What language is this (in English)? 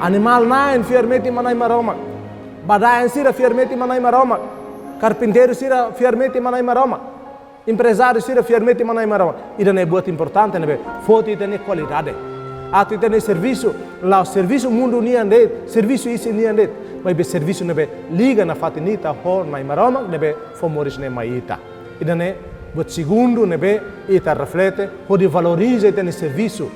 Tetum